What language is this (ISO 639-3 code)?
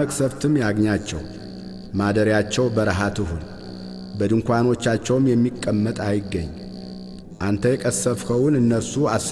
amh